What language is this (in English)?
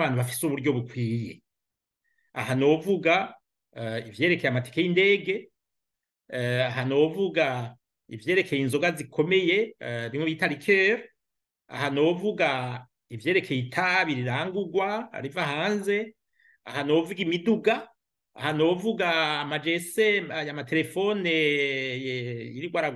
Rundi